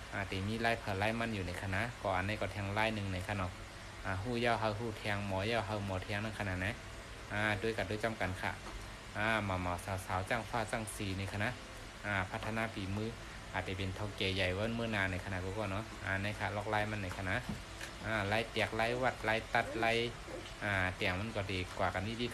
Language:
Shan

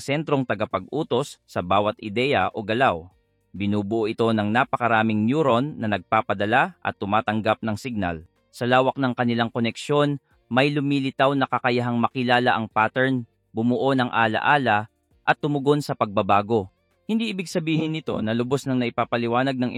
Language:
Filipino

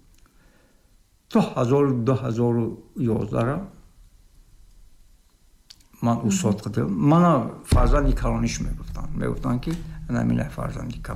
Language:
Tajik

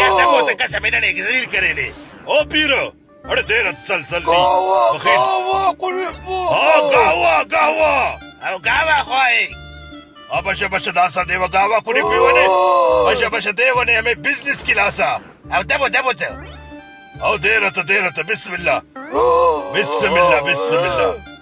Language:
Brahui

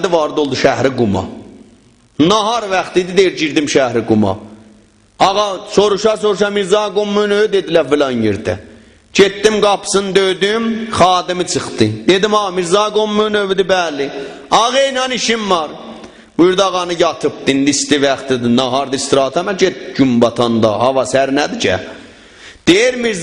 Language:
South Azerbaijani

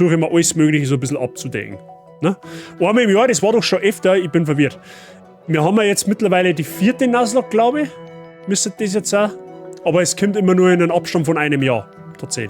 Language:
Bavarian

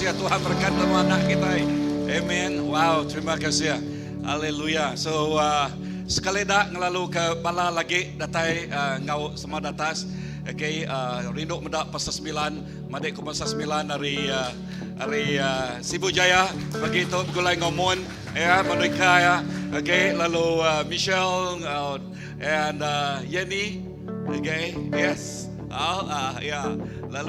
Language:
Iban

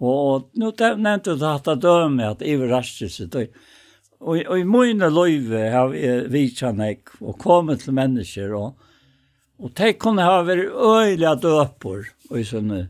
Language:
Faroese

